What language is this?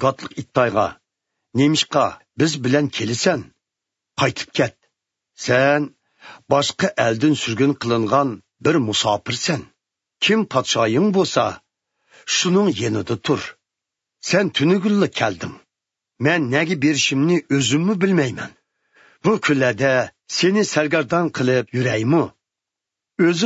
Uyghur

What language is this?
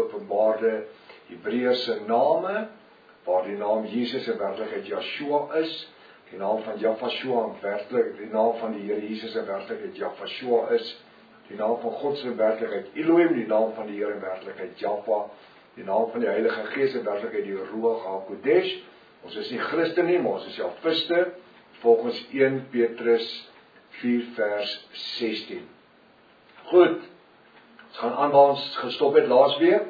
Afrikaans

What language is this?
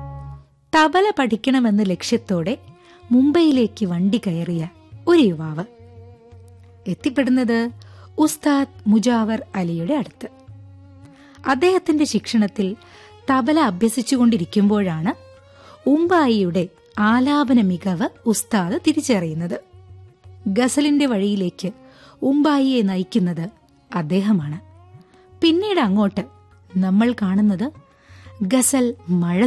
Malayalam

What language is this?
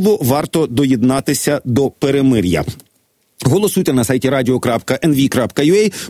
Ukrainian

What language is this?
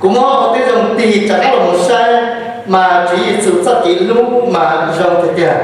Hmong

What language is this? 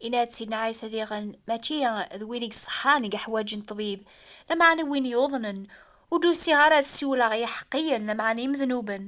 Kabyle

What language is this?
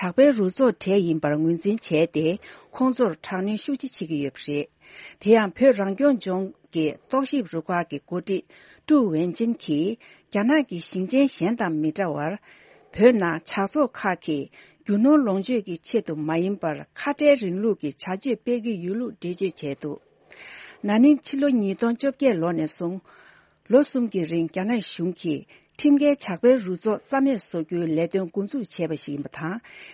Tibetan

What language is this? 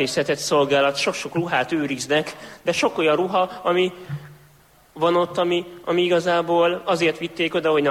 Hungarian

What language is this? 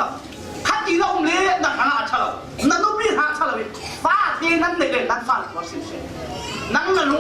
Falam Chin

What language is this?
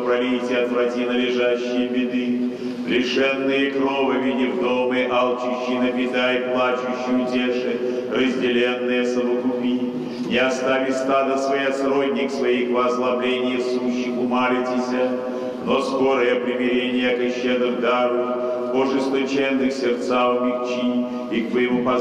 Russian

